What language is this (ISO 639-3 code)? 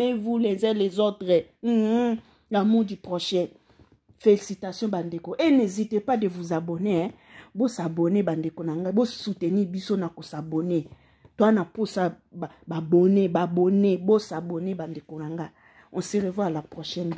lin